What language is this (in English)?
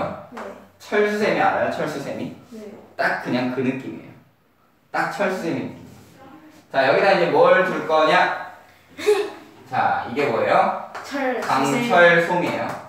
Korean